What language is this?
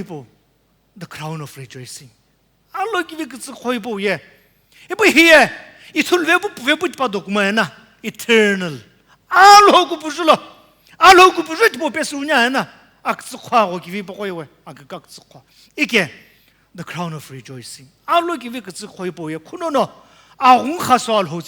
Sumi Naga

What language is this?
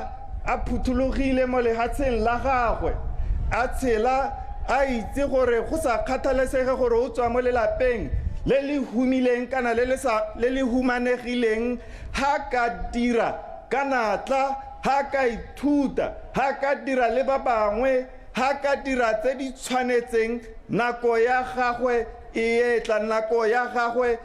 Tswana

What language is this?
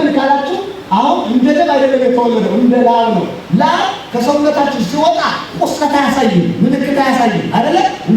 Amharic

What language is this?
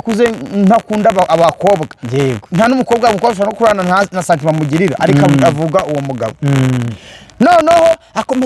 Kinyarwanda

